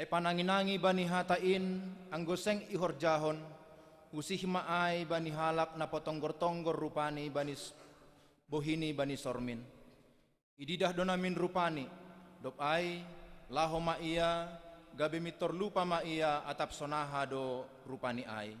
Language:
Batak Simalungun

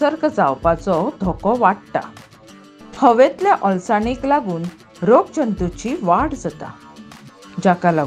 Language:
Konkani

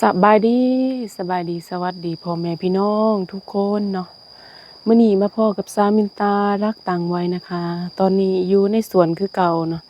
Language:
Lao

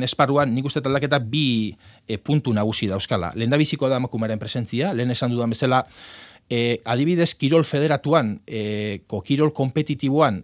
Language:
Basque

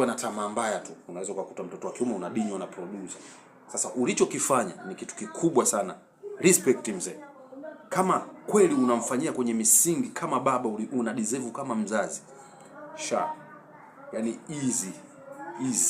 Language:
Swahili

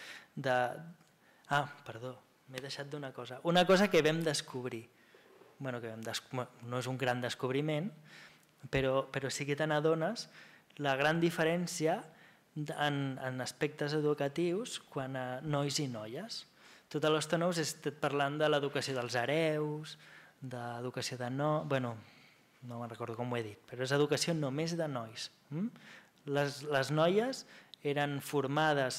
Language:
Catalan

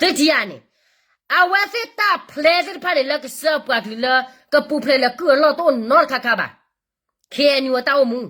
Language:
S'gaw Karen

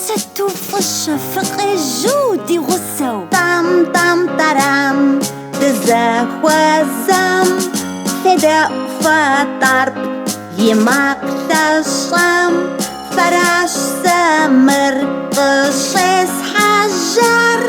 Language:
Kabardian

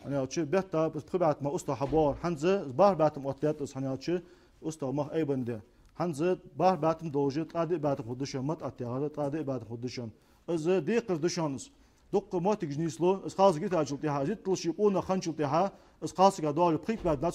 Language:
Ingush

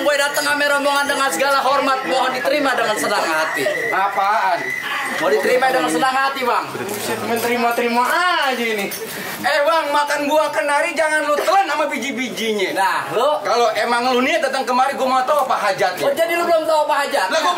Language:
Betawi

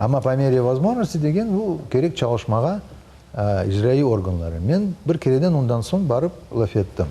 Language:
Crimean Tatar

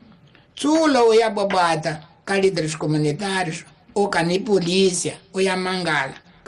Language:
Tsonga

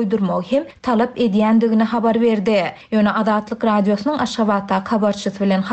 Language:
Turkmen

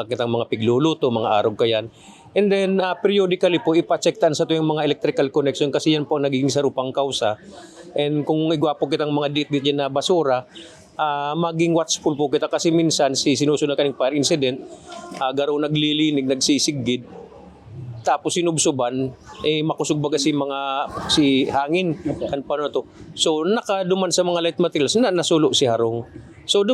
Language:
Bikol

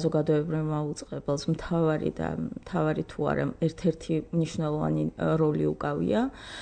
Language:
Georgian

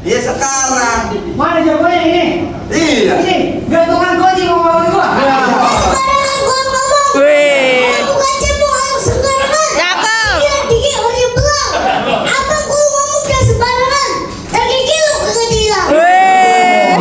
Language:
Betawi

